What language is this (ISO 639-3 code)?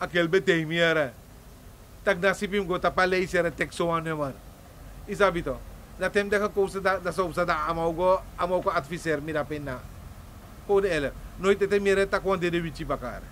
srn